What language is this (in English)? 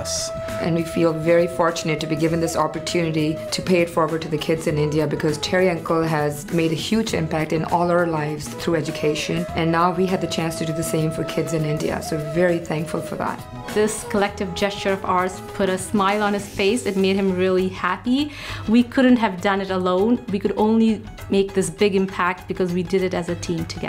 English